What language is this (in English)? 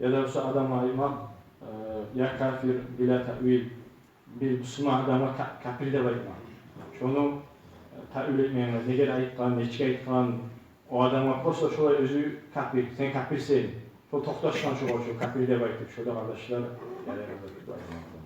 Kumyk